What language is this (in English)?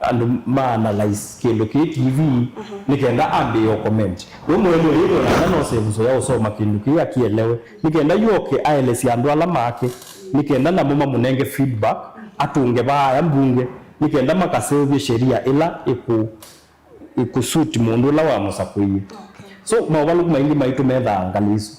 Kamba